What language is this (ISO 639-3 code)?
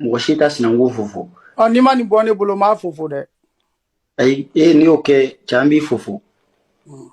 bam